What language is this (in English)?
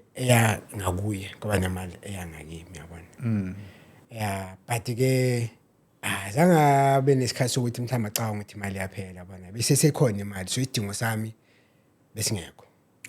Zulu